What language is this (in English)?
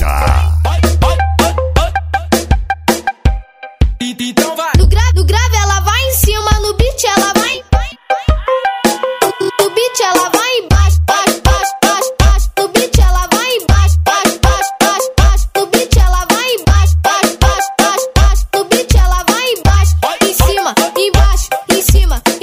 Portuguese